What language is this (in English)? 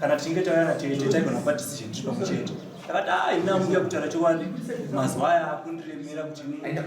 Shona